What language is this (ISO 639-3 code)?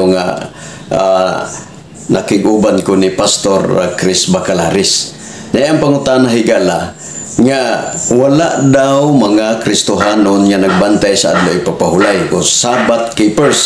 ceb